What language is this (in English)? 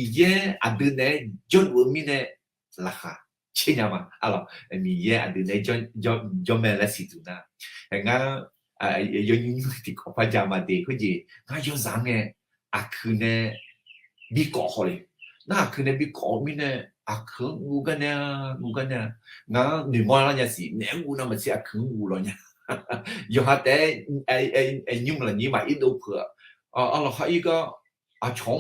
Akha